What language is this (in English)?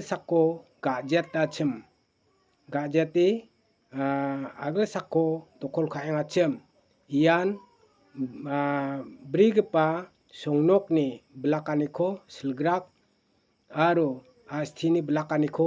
Garo